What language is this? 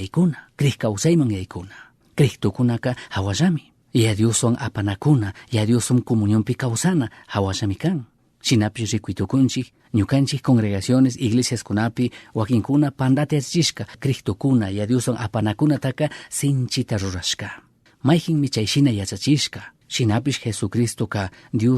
Chimborazo Highland Quichua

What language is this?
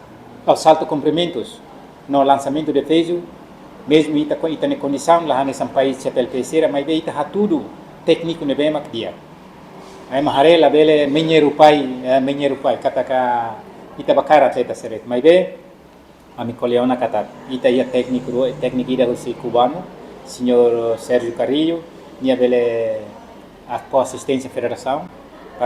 Tetum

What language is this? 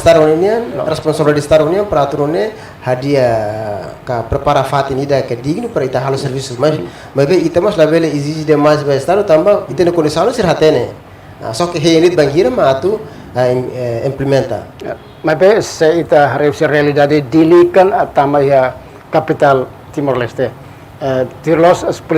Tetum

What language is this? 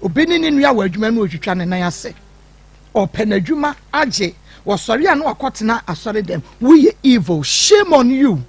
Akan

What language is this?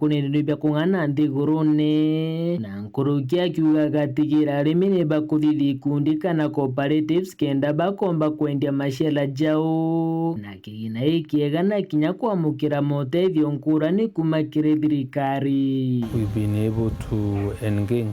Meru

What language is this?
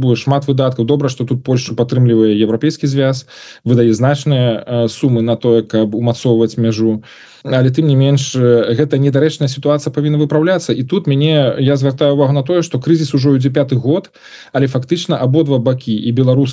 Belarusian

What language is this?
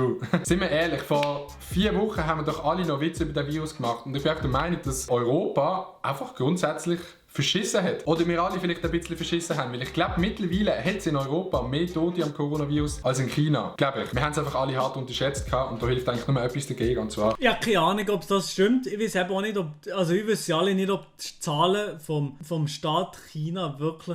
Swiss German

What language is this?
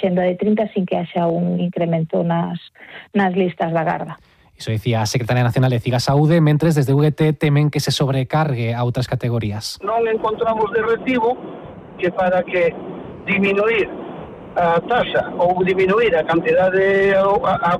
Galician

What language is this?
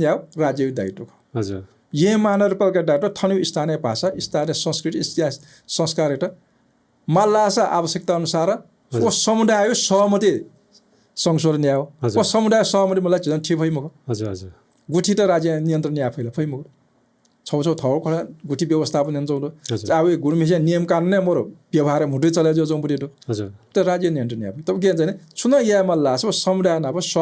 Newari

